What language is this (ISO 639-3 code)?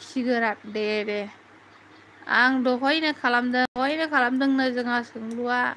brx